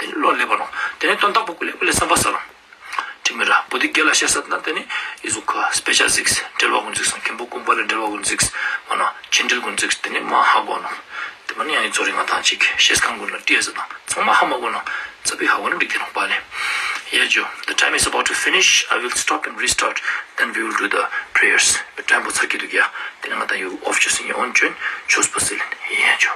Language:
Ladakhi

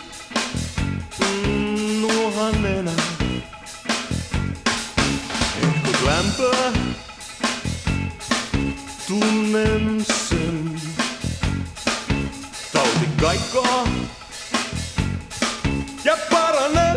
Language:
Finnish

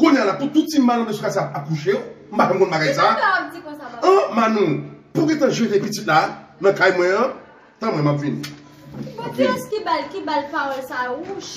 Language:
Haitian Creole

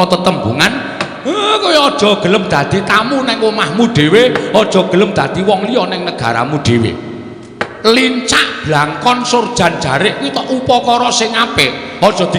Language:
Javanese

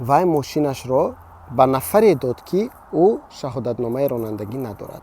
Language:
Tajik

